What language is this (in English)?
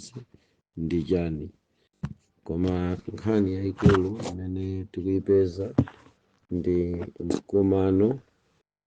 Nyanja